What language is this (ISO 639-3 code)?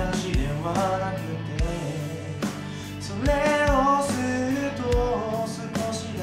jpn